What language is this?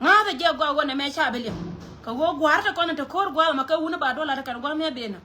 Nuer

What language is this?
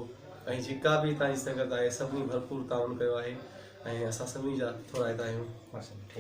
Sindhi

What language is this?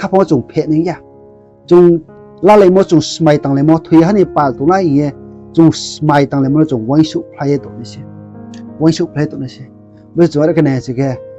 Riang (India)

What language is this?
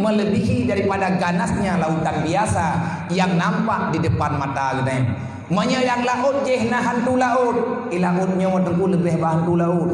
Achinese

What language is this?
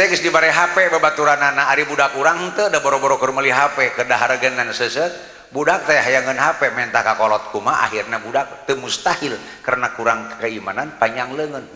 Sundanese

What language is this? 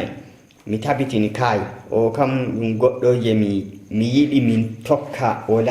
Nigerian Fulfulde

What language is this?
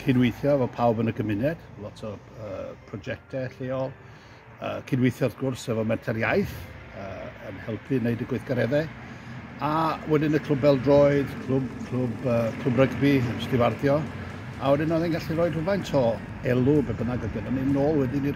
Welsh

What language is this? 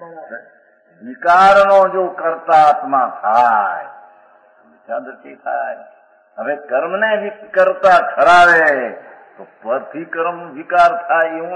Gujarati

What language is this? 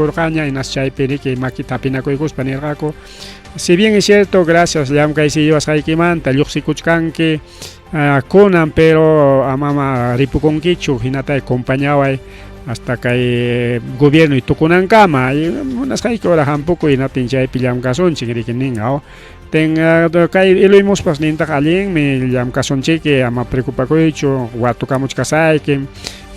Ayacucho Quechua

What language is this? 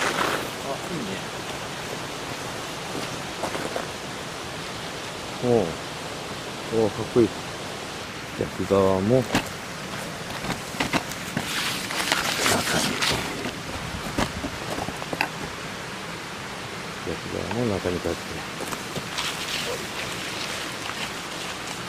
Japanese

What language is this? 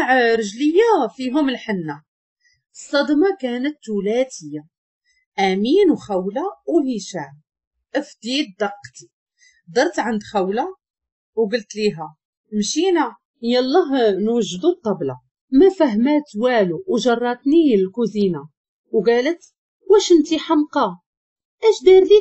Moroccan Arabic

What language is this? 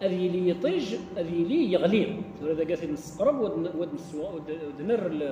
Kabyle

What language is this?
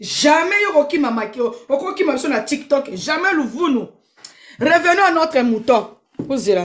Lingala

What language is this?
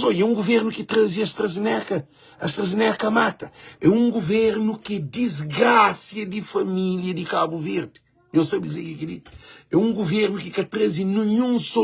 Kabuverdianu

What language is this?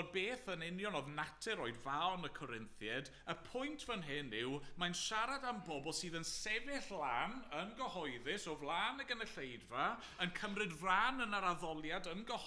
Welsh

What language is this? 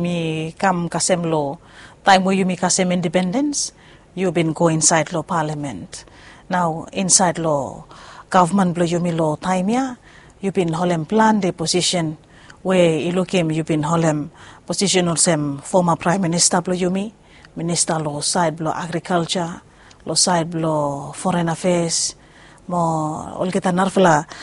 Bislama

